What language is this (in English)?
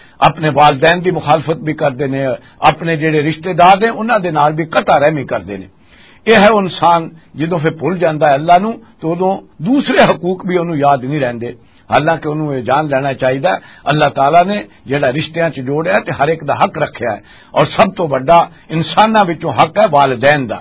Western Panjabi